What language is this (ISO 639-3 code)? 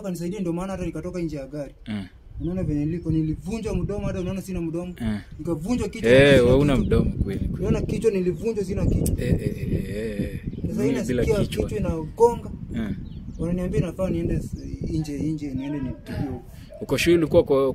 swa